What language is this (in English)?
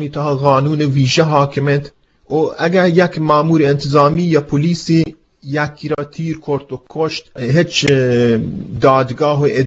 Eastern Balochi